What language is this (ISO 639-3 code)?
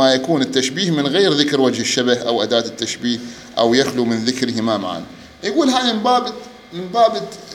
acm